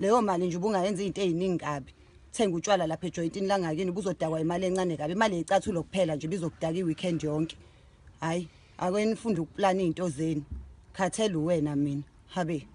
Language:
Zulu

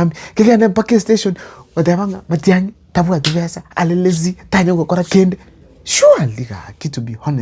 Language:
Gusii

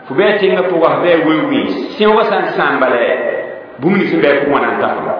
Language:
Mossi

